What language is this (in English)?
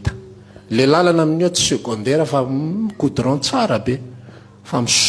Malagasy